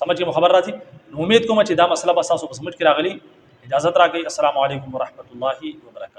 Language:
Pashto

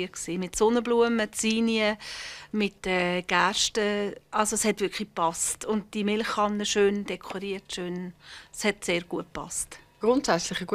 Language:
Swiss German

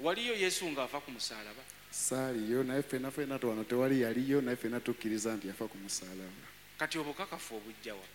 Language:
Ganda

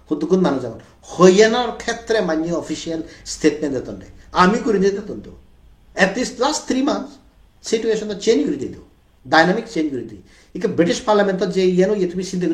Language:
Chakma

